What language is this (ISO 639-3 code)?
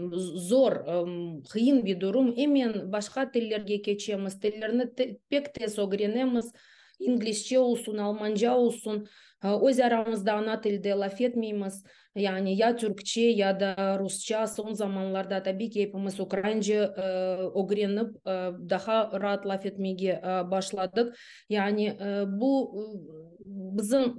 crh